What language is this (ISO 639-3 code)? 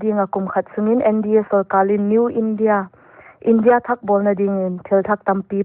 pck